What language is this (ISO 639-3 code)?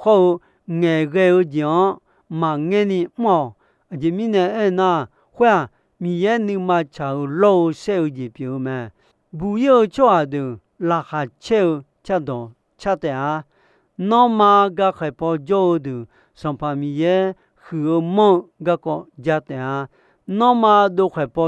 ahk